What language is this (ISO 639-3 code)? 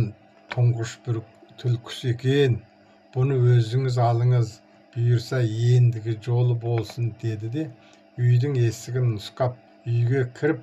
kaz